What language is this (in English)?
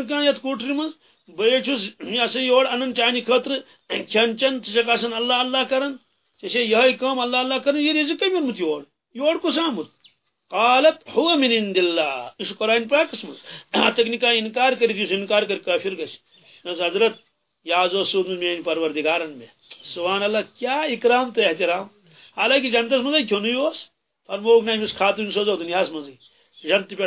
Kashmiri